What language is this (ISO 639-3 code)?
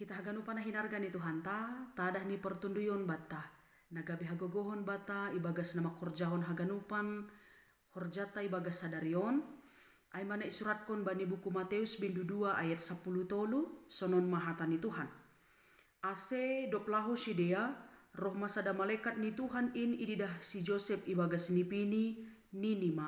bts